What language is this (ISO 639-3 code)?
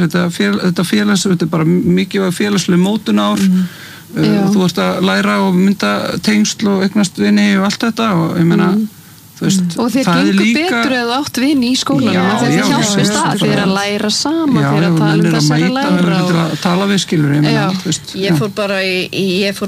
isl